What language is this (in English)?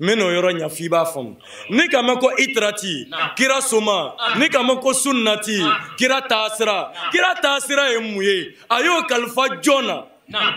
Bambara